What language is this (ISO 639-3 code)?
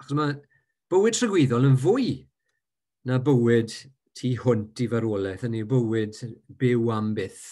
cym